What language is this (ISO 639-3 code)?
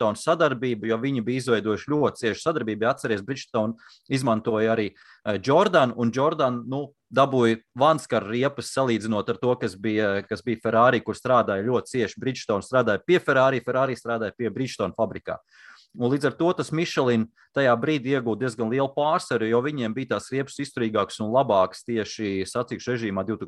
lav